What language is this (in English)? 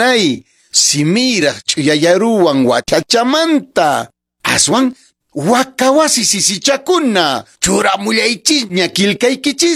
Quechua